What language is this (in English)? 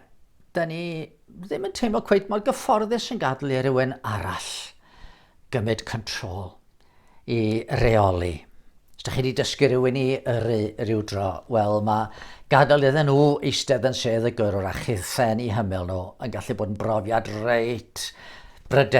Welsh